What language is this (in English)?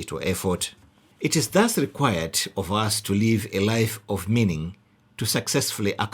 English